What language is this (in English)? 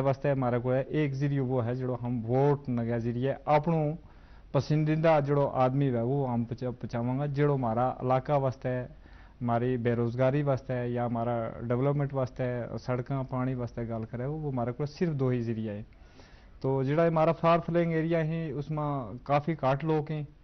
Gujari